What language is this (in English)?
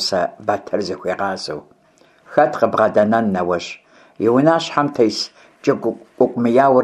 Kabardian